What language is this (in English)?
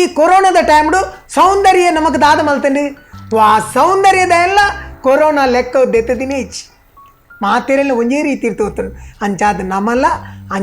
Tulu